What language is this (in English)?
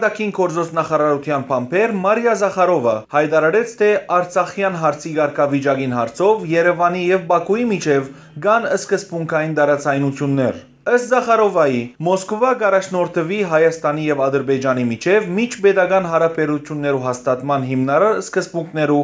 Western Armenian